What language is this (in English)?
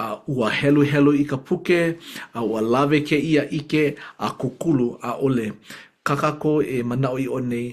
Hawaiian